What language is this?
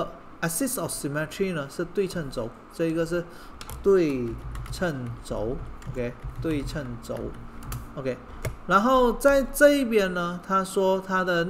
Chinese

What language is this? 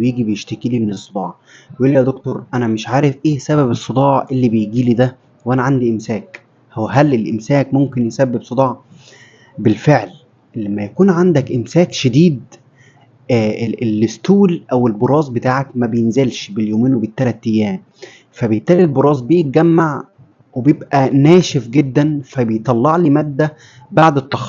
Egyptian Arabic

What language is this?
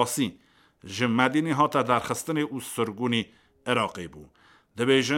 Kurdish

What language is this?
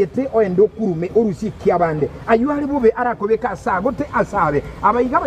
Gusii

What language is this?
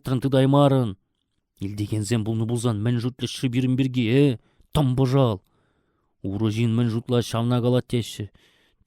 Chuvash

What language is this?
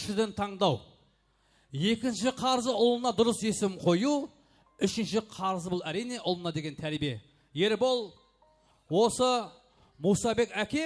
Kara-Kalpak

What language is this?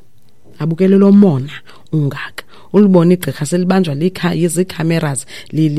Xhosa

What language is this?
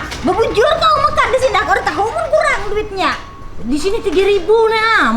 Banjar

